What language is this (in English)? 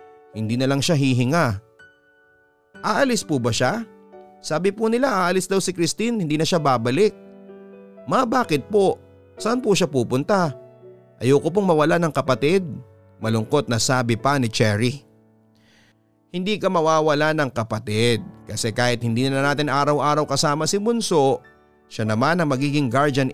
Filipino